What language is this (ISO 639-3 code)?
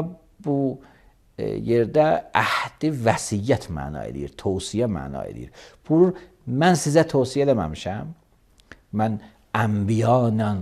aze